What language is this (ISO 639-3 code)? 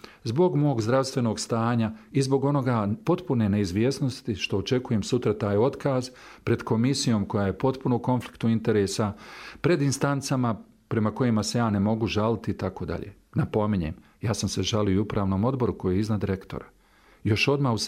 bos